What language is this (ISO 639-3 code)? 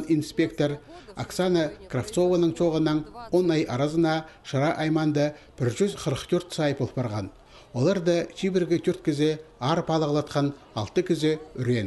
kjh